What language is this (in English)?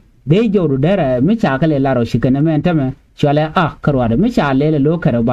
Nuer